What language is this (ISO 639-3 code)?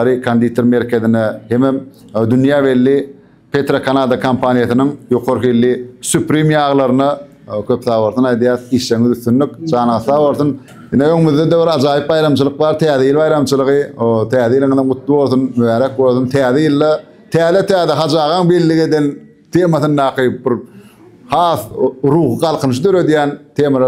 tuk